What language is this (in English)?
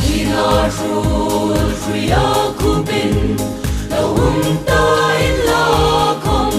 Hmar